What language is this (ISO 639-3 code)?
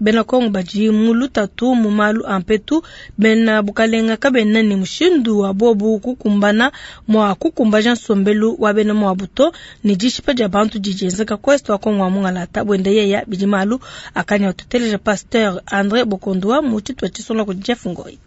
lua